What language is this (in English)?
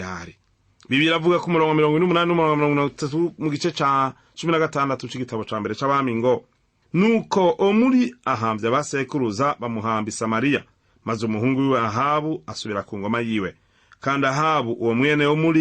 Rundi